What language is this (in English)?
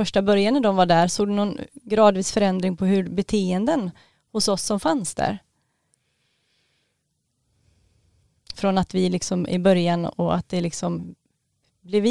Swedish